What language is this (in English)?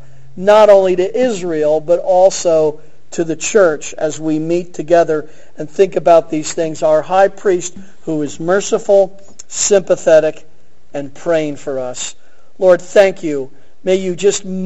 English